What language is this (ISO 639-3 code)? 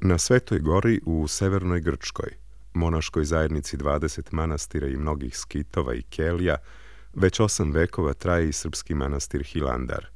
srp